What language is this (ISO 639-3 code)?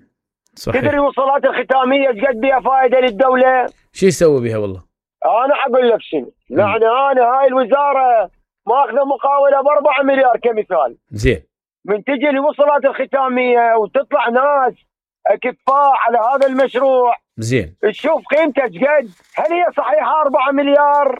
acm